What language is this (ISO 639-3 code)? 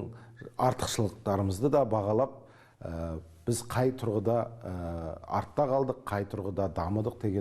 kaz